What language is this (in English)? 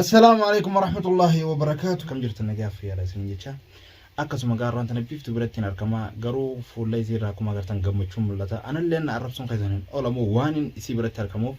Oromo